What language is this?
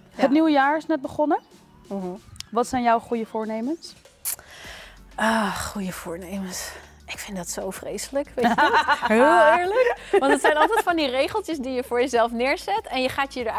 Dutch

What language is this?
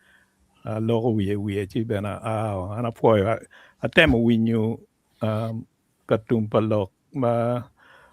Acoli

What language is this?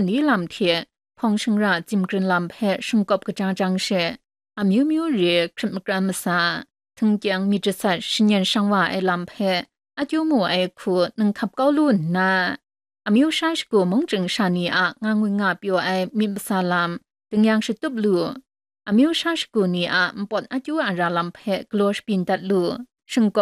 Kachin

